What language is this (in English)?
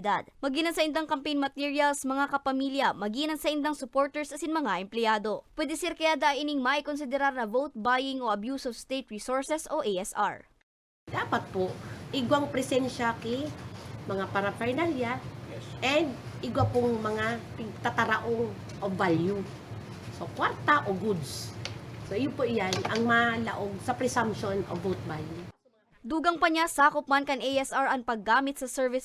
Bikol